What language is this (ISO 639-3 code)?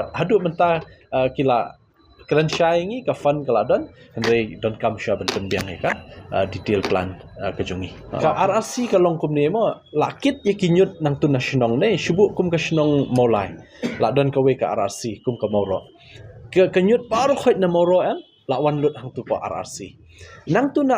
kha